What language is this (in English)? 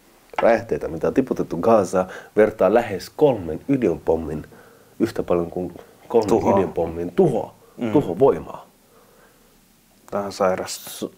Finnish